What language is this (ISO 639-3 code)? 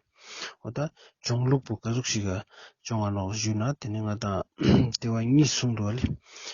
lbj